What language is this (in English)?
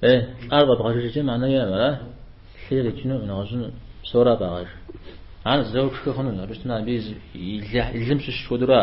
Kabardian